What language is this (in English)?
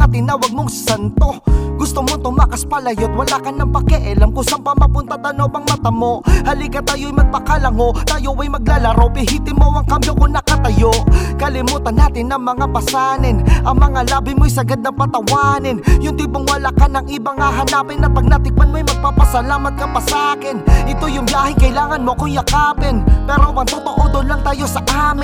Filipino